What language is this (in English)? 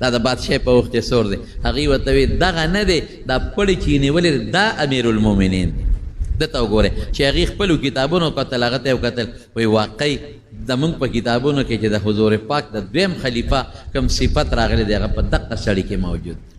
Pashto